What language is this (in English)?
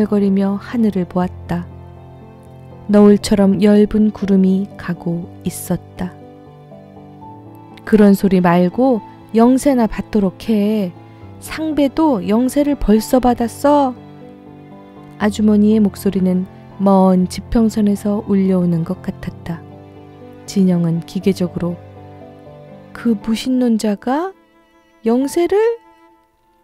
Korean